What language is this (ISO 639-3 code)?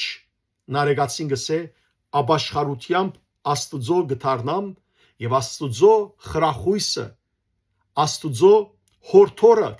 hyw